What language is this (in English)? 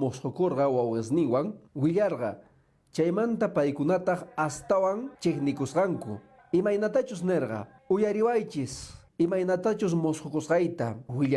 Quechua